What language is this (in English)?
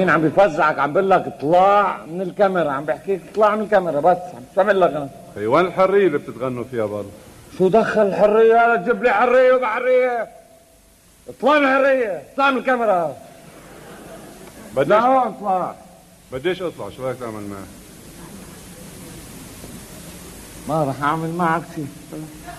North Levantine Arabic